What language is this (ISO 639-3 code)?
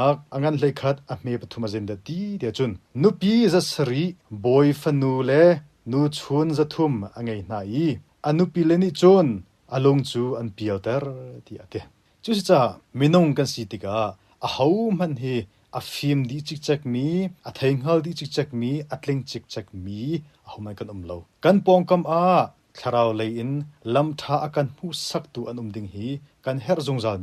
cnh